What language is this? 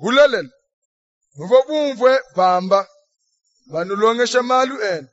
Luba-Lulua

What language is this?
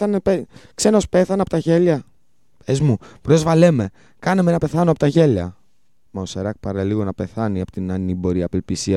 Greek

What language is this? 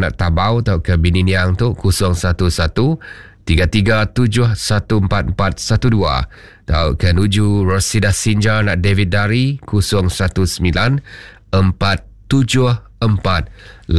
Iban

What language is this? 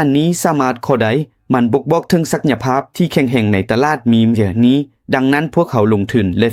Lao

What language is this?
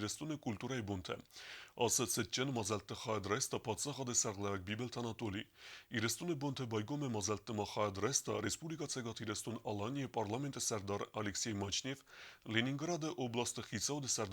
Ossetic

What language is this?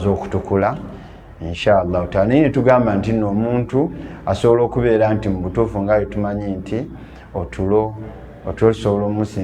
Ganda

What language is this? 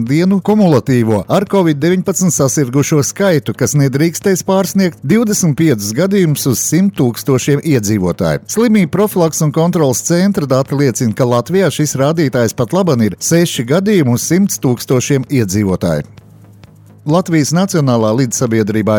Latvian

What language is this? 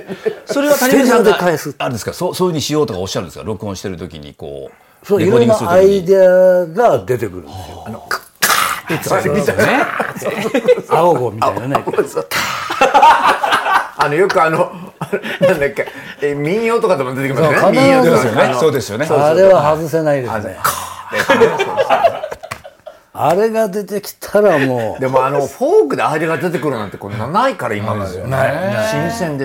Japanese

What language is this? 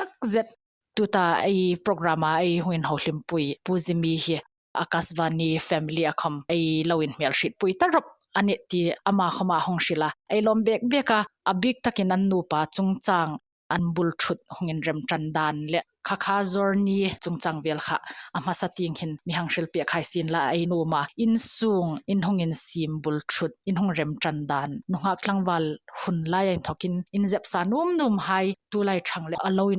Hmar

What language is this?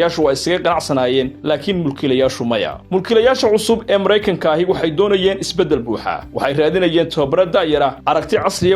Somali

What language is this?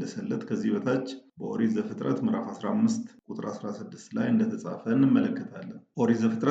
Amharic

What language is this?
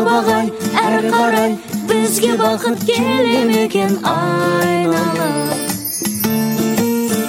Kazakh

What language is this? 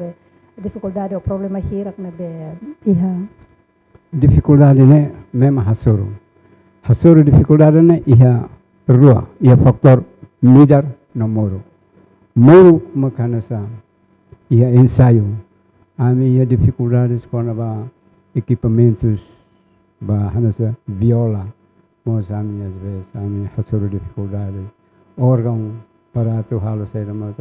Tetum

